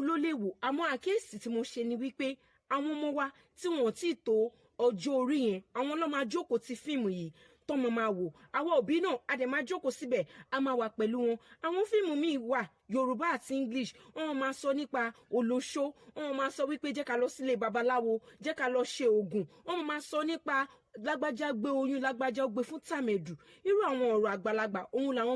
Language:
Yoruba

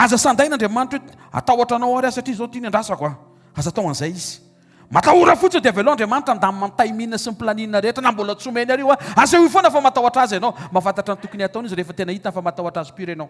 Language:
Malagasy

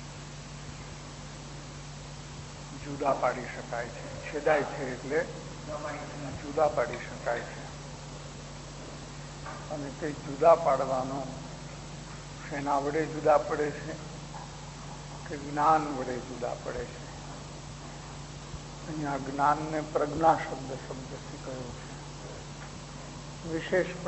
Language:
Gujarati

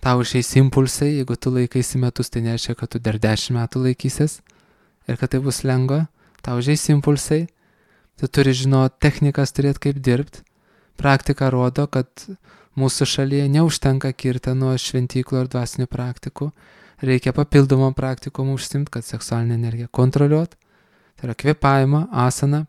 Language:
Lithuanian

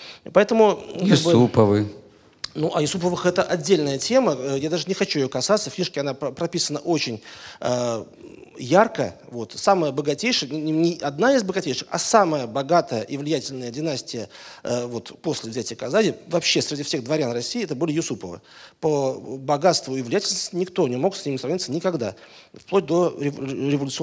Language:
Russian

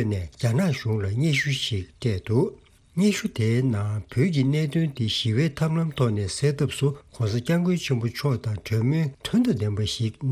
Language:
Tibetan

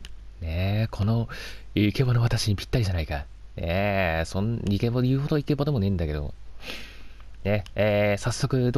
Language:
Japanese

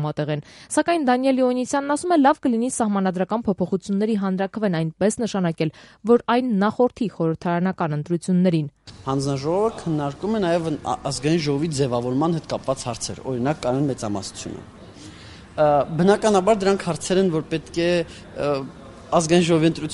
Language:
Armenian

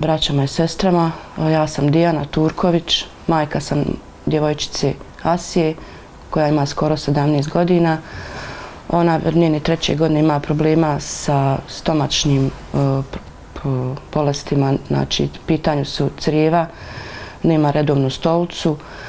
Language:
Bosnian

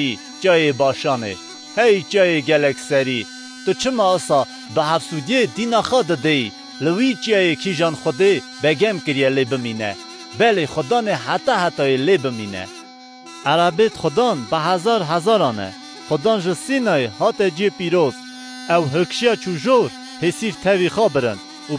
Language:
Kurdish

